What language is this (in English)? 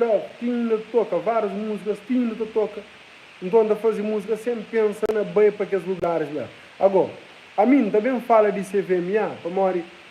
Kabuverdianu